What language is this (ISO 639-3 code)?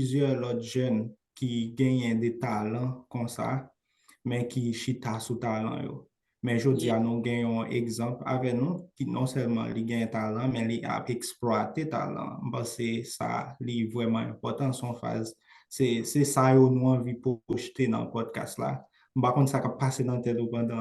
hat